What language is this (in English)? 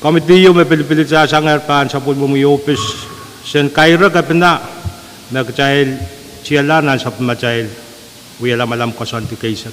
Pohnpeian